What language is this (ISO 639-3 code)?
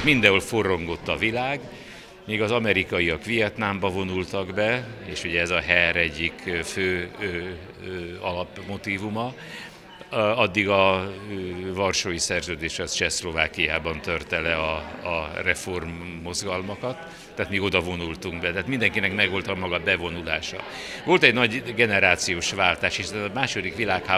hun